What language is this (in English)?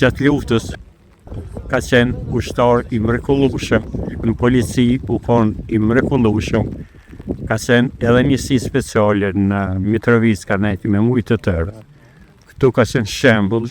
Albanian